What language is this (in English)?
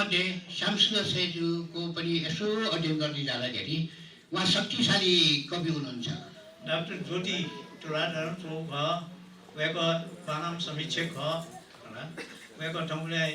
Newari